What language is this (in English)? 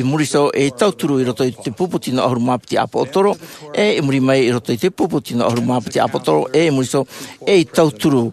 Tahitian